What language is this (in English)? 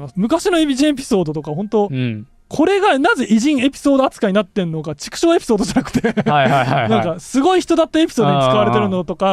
Japanese